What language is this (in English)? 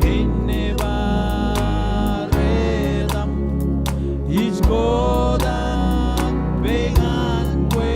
Marshallese